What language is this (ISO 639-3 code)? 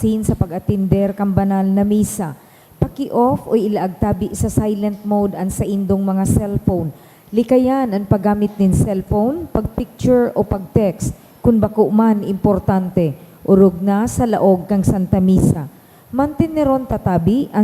bik